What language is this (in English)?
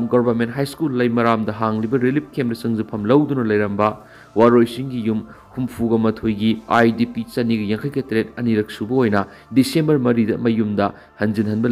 Manipuri